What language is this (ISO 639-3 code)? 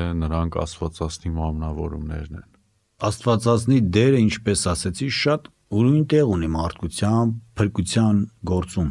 hye